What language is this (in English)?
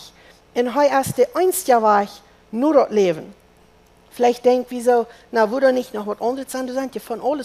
Plautdietsch